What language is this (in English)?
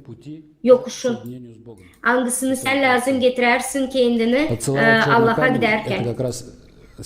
Gagauz